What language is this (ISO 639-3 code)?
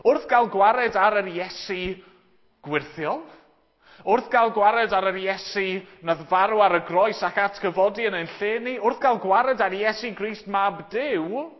cym